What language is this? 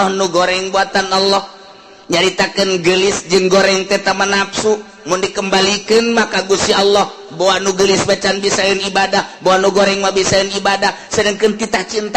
Sundanese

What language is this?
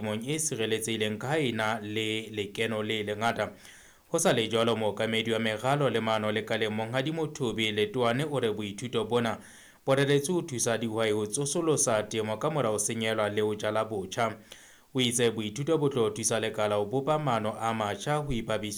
Southern Sotho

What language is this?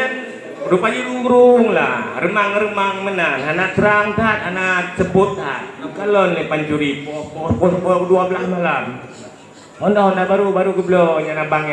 Achinese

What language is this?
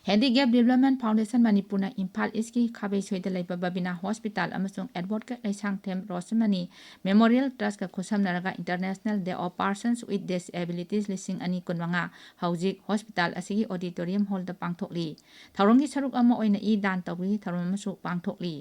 Manipuri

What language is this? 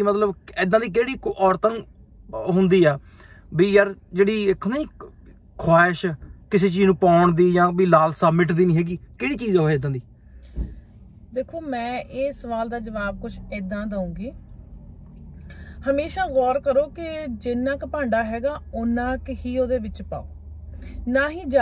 Punjabi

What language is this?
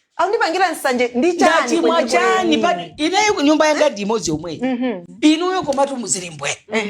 Nyanja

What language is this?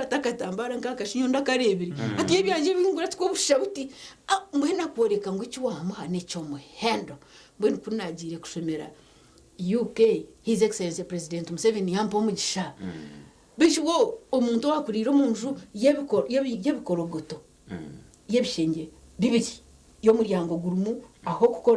Nyankole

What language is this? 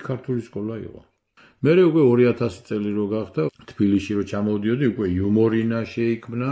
Georgian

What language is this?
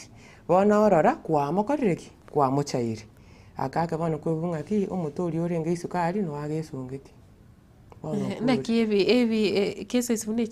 Gusii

